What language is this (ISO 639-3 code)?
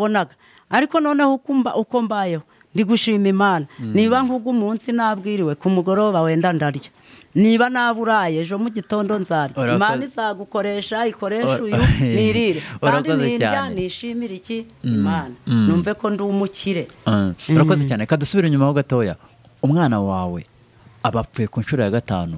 kin